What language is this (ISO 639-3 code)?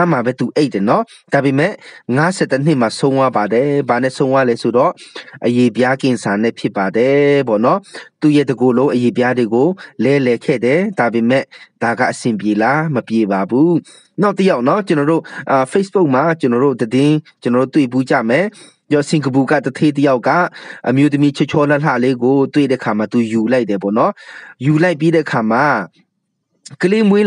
mya